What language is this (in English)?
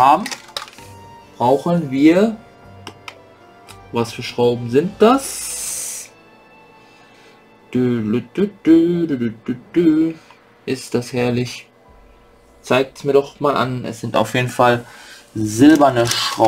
German